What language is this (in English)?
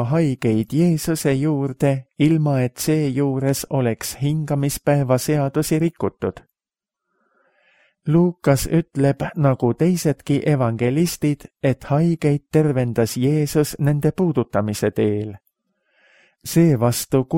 Estonian